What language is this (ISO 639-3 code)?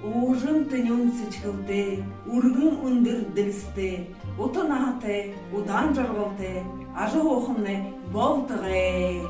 bua